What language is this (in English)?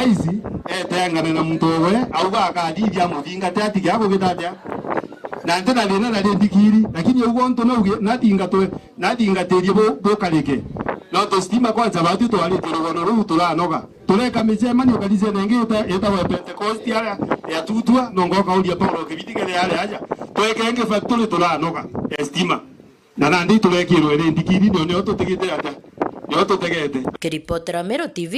Meru